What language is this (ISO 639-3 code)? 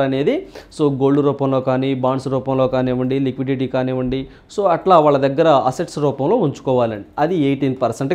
tel